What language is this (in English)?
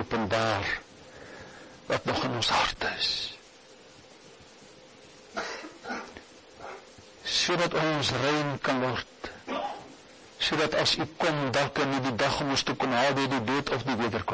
Afrikaans